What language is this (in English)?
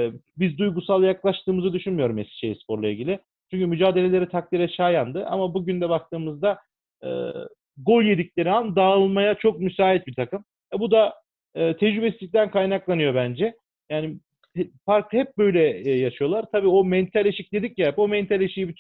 Turkish